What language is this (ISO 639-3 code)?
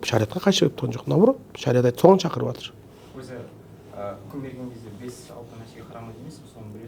kaz